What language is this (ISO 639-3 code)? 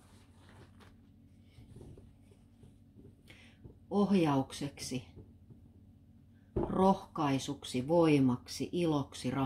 fin